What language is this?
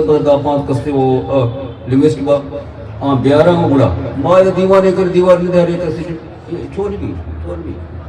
Eastern Balochi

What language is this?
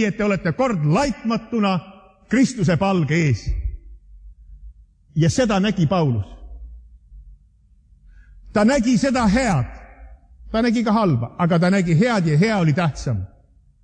Estonian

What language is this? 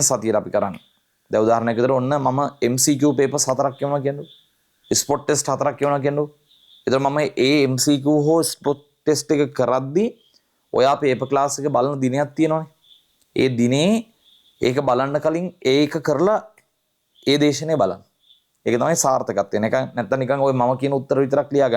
Sinhala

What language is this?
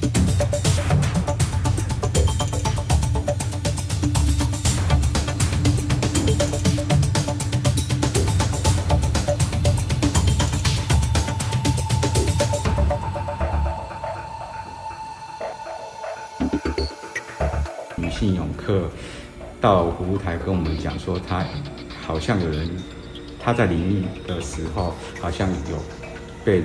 Chinese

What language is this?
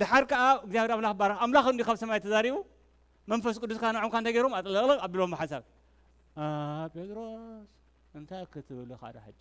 Tigrinya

